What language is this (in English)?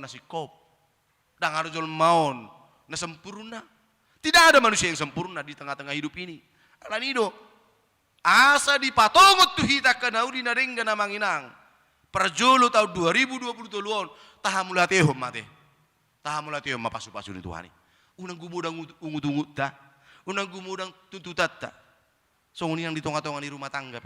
Batak Toba